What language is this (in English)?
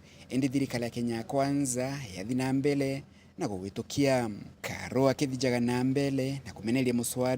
Meru